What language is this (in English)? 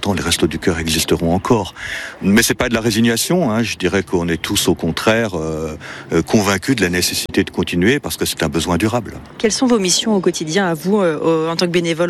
French